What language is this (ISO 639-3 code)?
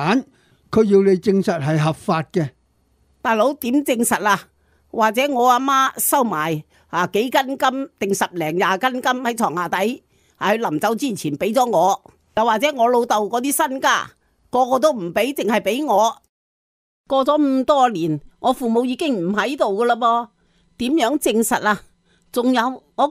yue